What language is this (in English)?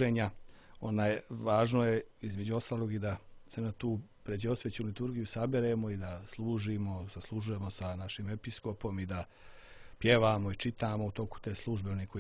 Serbian